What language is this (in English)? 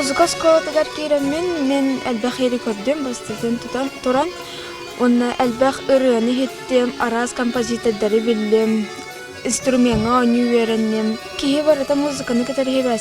Yakut